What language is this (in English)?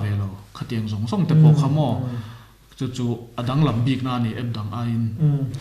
Mizo